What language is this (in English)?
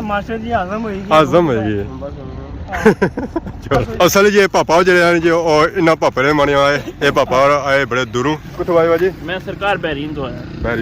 Pahari-Potwari